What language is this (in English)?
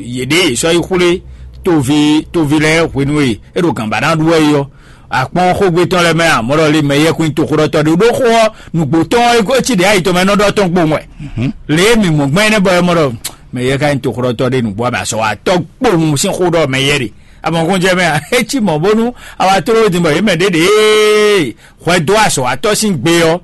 Fon